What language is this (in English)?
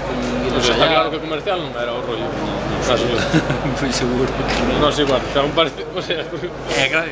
Galician